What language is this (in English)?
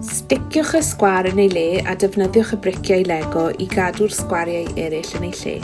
Welsh